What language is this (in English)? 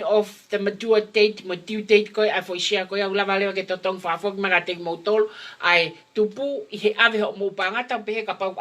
Tongan